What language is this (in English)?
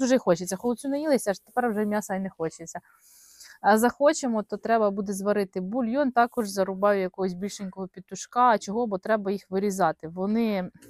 Ukrainian